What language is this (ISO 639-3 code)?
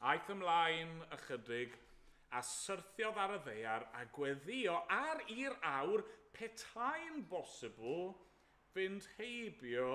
cym